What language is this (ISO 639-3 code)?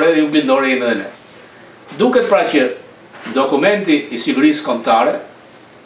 sqi